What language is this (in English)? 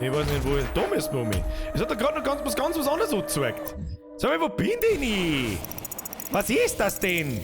Bavarian